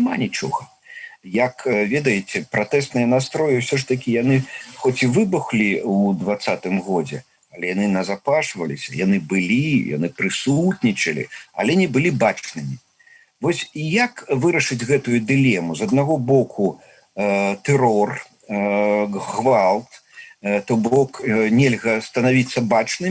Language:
Belarusian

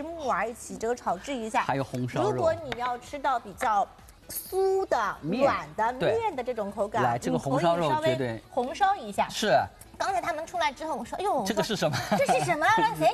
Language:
Chinese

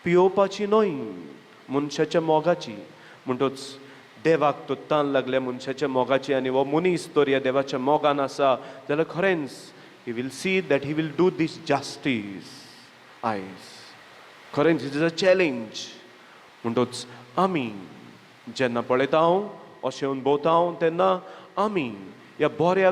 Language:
Konkani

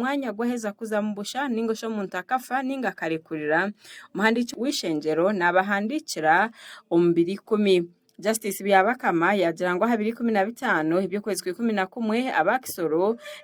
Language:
Nyankole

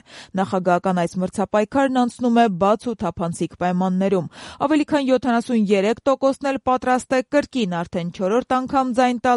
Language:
Armenian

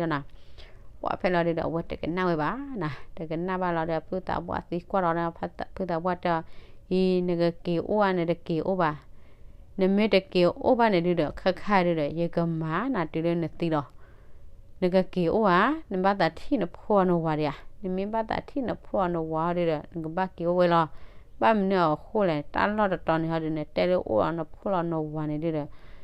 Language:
S'gaw Karen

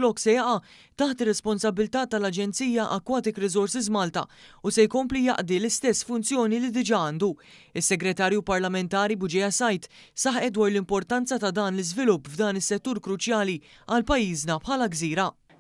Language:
Maltese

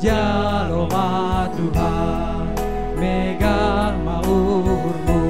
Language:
Batak Simalungun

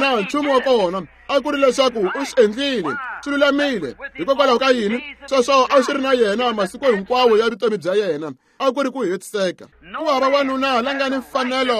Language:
Tsonga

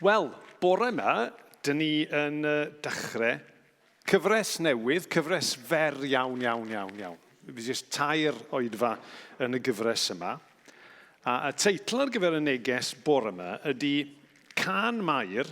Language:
Welsh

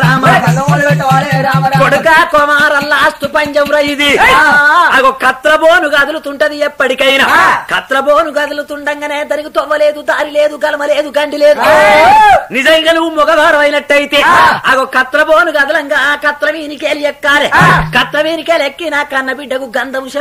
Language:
Telugu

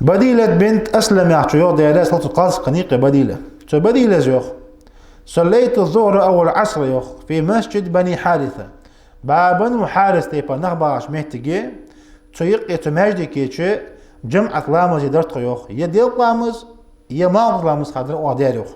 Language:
Ingush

